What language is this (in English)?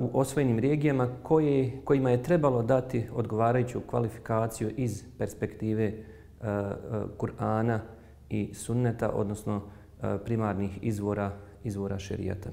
Bosnian